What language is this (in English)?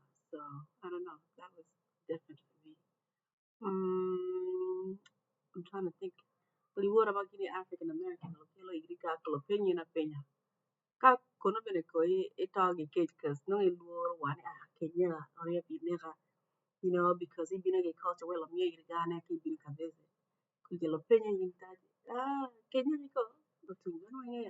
Acoli